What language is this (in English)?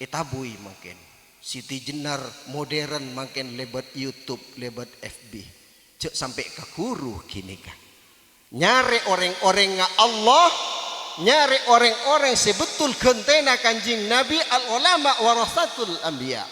Madurese